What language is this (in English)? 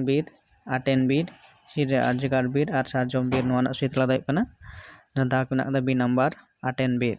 Santali